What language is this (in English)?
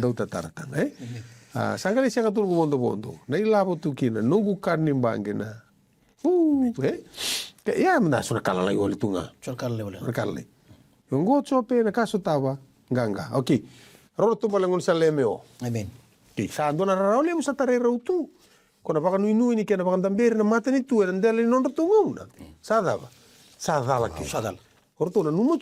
Fijian